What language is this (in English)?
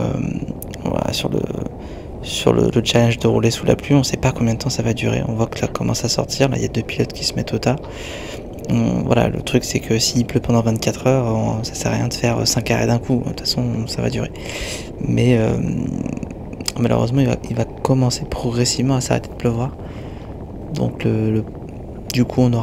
French